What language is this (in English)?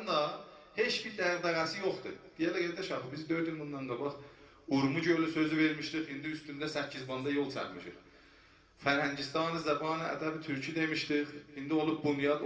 South Azerbaijani